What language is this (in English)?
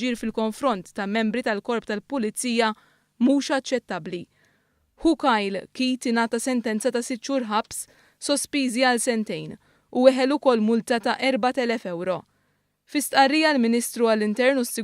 Maltese